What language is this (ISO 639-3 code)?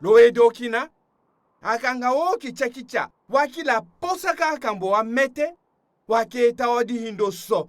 tll